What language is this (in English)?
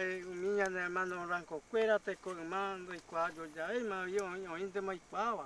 Guarani